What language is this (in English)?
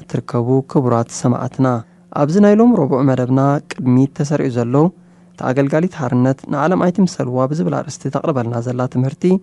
Tigrinya